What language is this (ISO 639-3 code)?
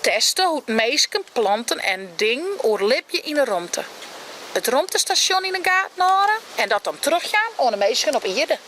fry